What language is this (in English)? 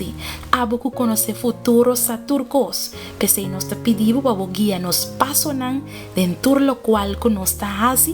Papiamento